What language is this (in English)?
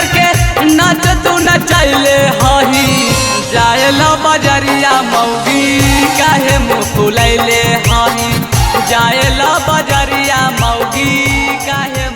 Magahi